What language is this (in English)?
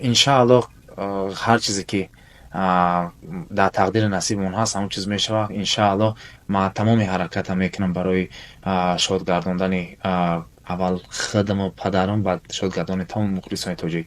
Tajik